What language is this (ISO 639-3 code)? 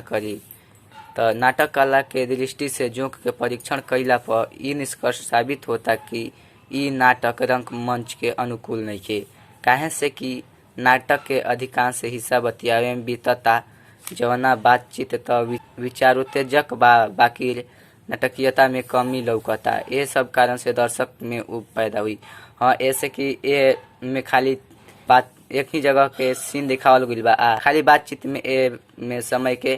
bho